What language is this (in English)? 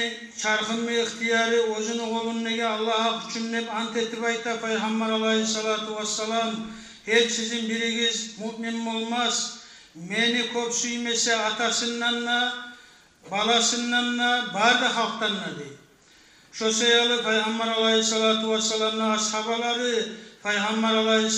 Kumyk